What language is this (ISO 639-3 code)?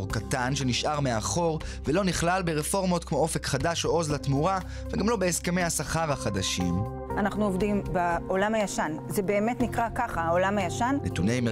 heb